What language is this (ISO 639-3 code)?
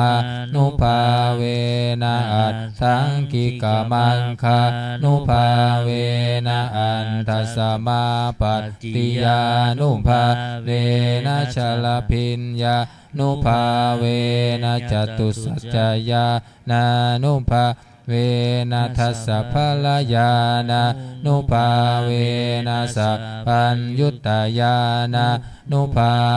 pli